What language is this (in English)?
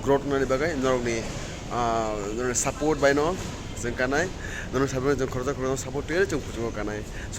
Kok Borok